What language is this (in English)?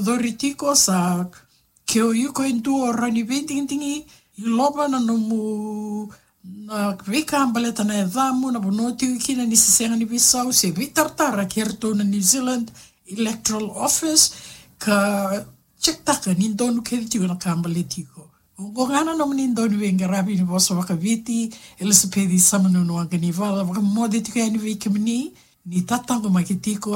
Fijian